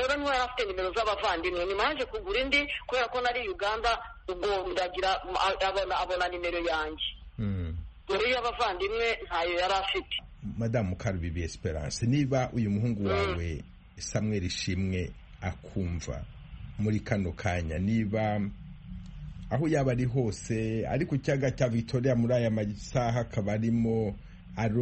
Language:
Kinyarwanda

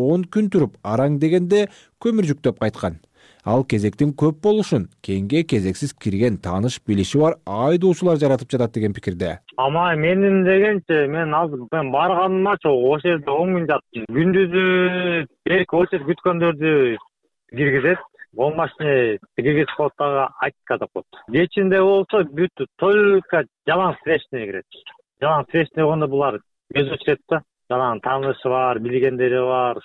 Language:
Kyrgyz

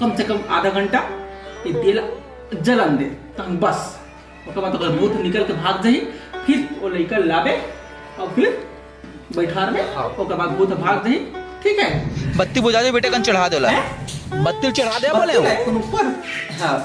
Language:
Chhattisgarhi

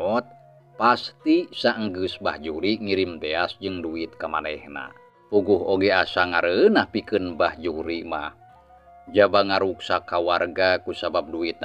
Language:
Sundanese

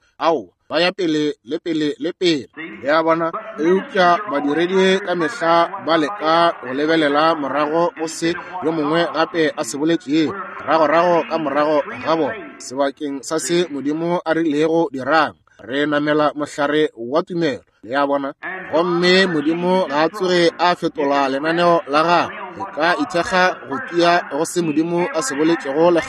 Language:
Northern Sotho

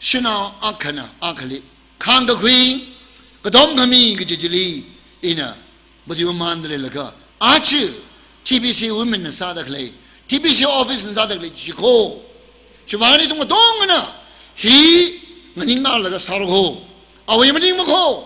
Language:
Tangkhul Naga (India)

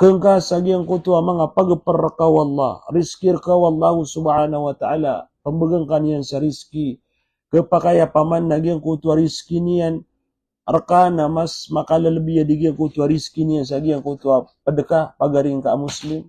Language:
Maranao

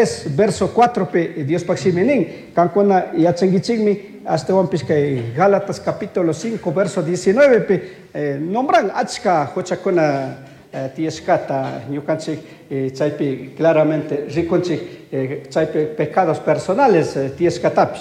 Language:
Chimborazo Highland Quichua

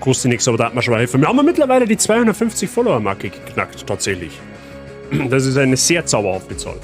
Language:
Bavarian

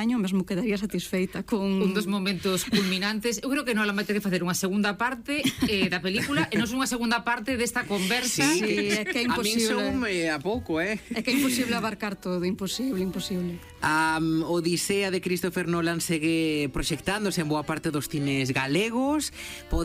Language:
Galician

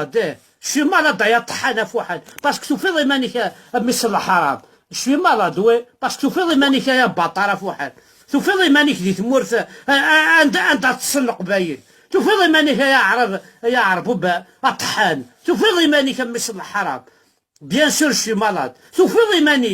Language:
Kabyle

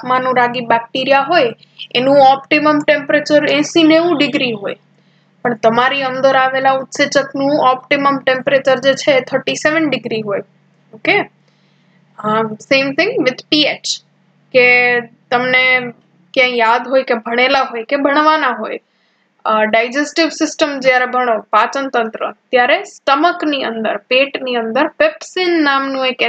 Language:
Gujarati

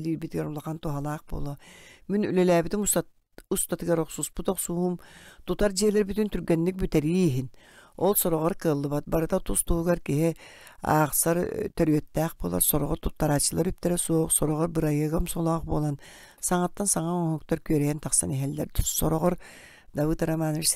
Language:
Yakut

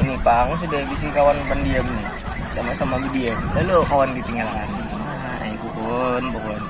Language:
Banjar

